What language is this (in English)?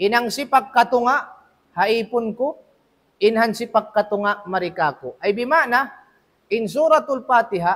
Tausug